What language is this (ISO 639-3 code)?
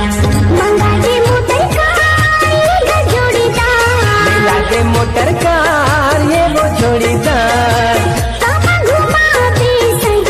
hne